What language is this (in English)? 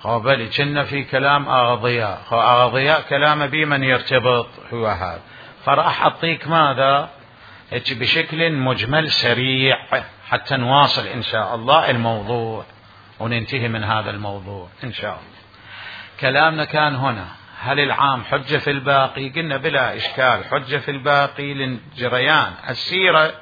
Mesopotamian Arabic